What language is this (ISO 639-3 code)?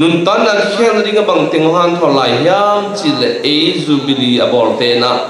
ctd